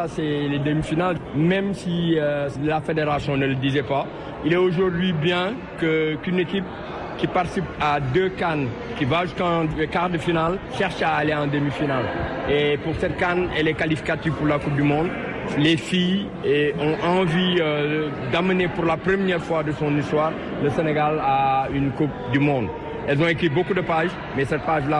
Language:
French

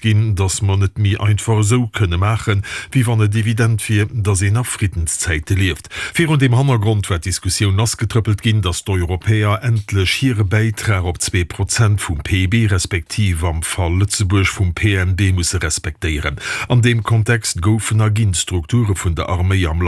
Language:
Luxembourgish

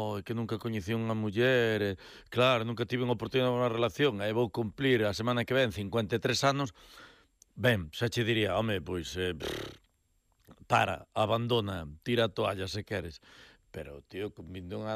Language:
Galician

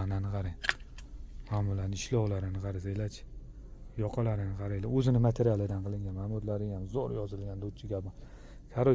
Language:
Uzbek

